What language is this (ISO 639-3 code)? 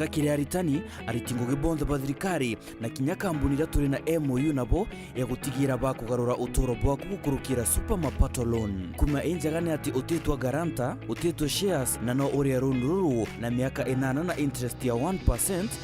mer